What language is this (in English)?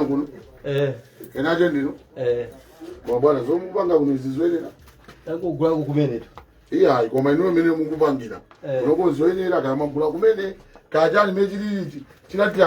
Nyanja